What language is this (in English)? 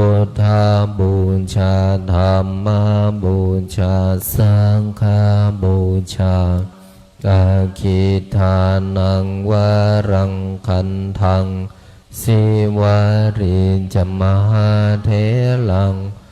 Pali